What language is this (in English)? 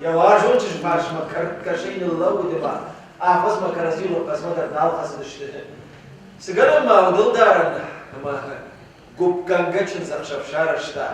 Ossetic